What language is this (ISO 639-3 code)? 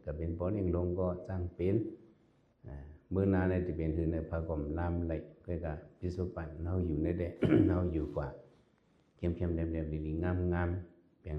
shn